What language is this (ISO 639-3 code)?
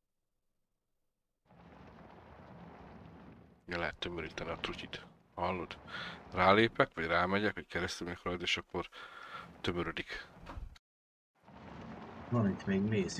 hun